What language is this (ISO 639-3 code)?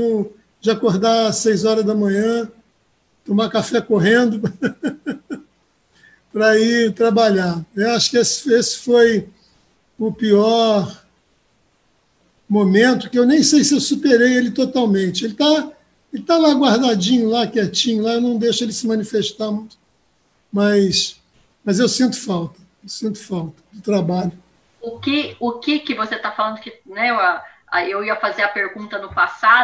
por